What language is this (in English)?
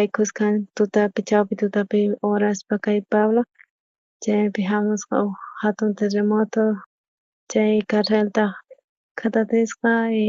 South Bolivian Quechua